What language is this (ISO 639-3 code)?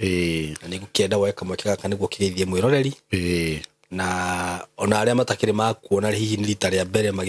kik